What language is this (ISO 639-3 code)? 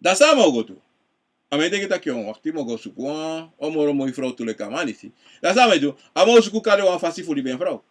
srn